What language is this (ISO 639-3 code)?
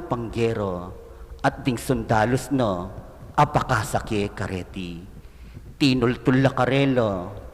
pam